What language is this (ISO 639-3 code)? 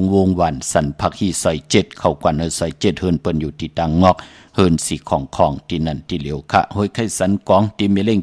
shn